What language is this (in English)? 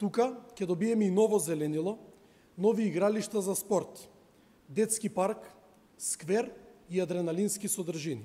Macedonian